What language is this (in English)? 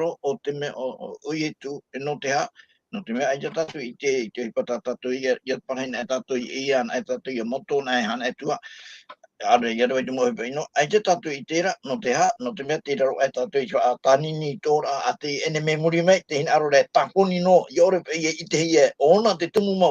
Tahitian